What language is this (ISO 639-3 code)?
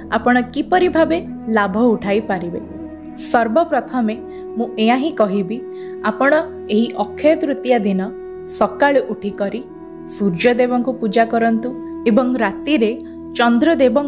ori